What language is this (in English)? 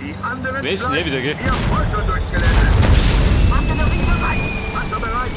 Bavarian